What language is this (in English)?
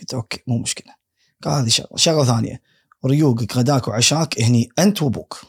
Gulf Arabic